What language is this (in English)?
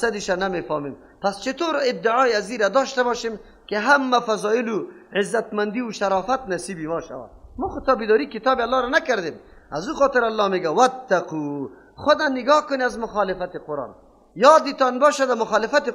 Persian